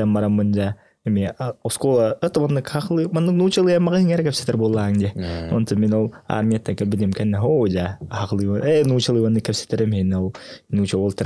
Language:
Yakut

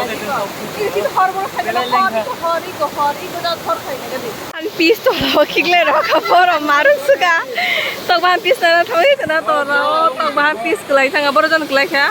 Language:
Kok Borok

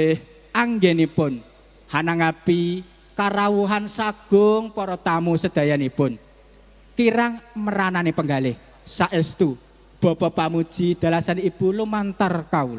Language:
Javanese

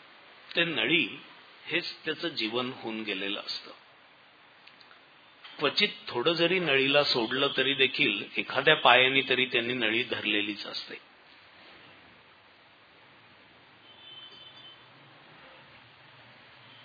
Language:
Marathi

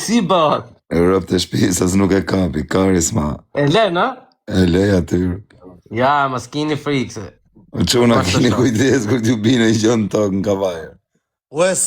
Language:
Albanian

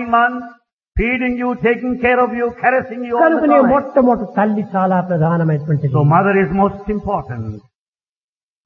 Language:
Telugu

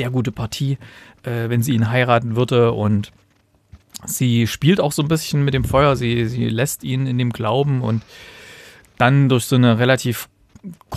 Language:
German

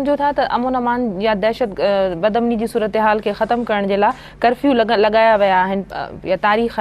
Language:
Sindhi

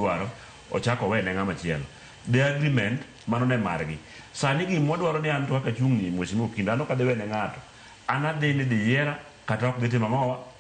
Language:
Luo (Kenya and Tanzania)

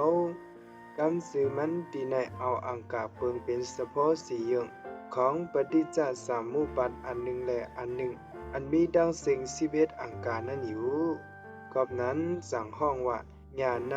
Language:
Shan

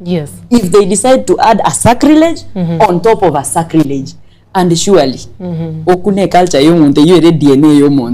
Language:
Gusii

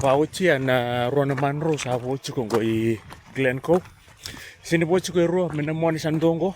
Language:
Fijian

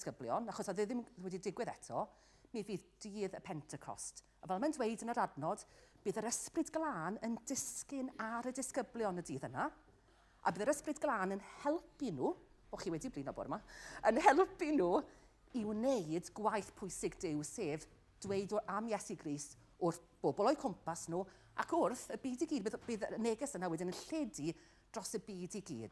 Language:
Welsh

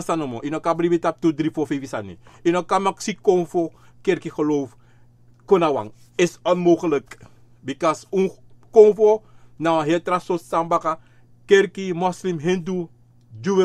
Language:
Sranan Tongo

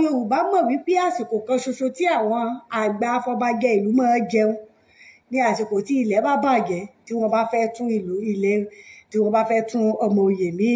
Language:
Yoruba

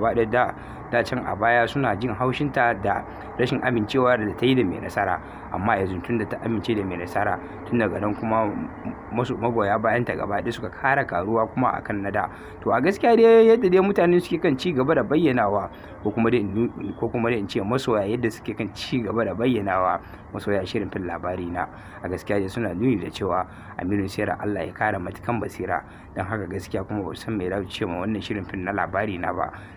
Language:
Hausa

